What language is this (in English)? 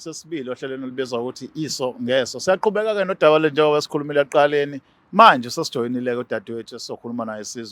Zulu